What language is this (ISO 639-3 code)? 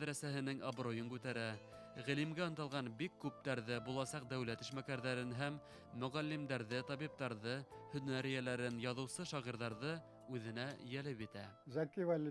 bak